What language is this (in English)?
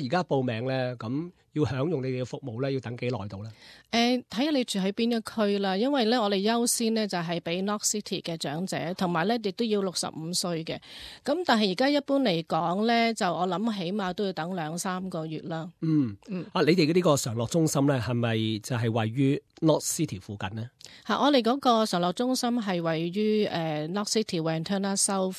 Cantonese